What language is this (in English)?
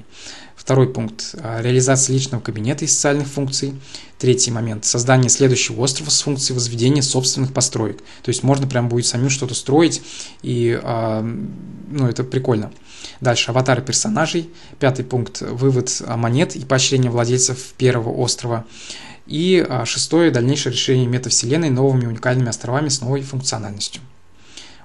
Russian